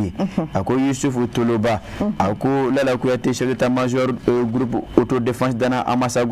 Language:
Bambara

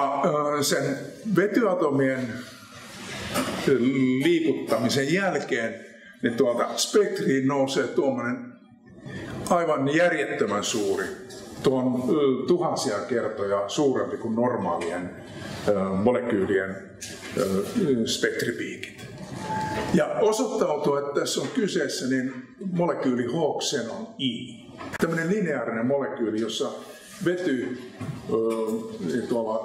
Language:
Finnish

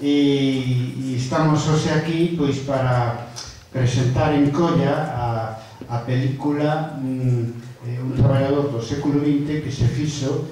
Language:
Galician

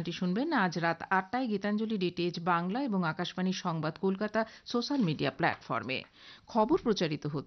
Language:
Bangla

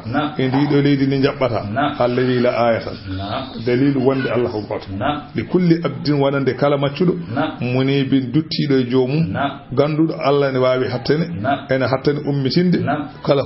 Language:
Fula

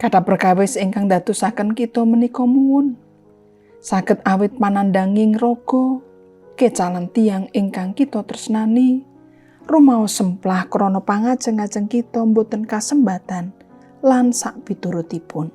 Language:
Javanese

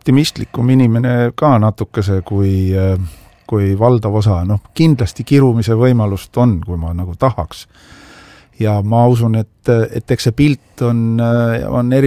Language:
Estonian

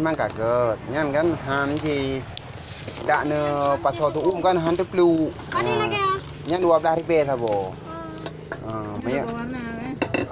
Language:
Achinese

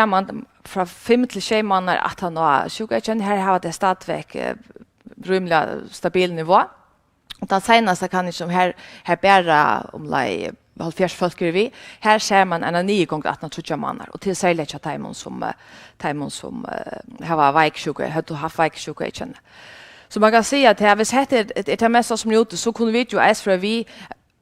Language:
Faroese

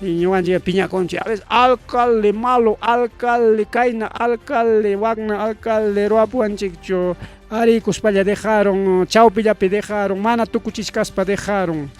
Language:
Ayacucho Quechua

